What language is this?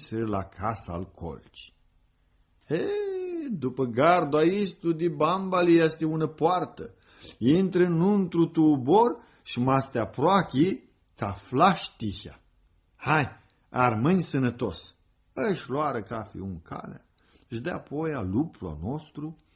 Aromanian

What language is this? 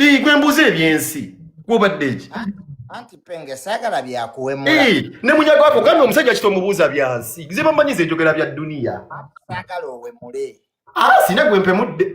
Ganda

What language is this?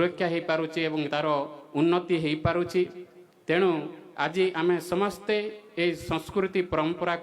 Odia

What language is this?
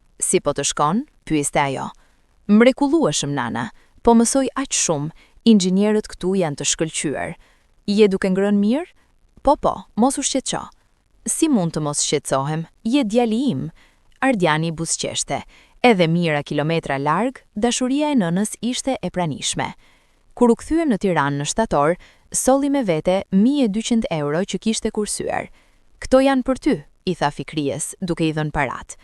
Albanian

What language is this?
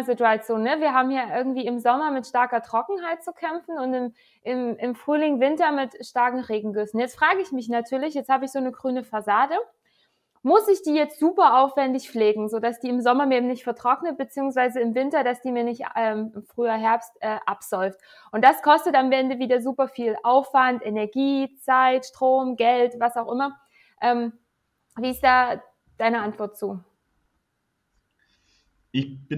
German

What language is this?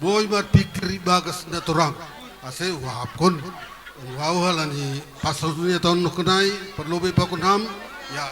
Batak Simalungun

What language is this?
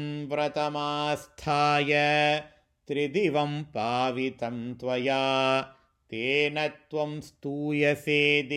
Sanskrit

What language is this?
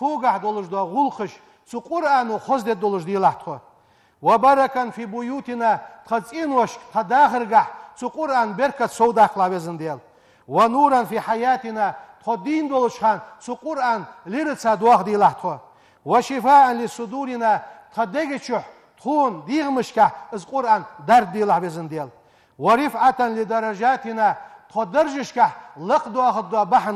Ingush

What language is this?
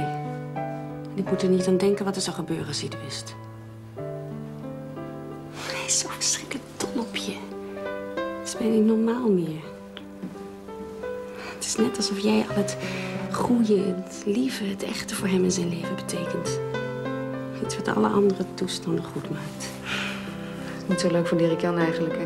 Dutch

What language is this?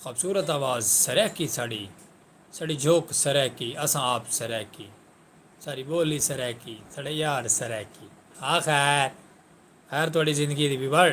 Saraiki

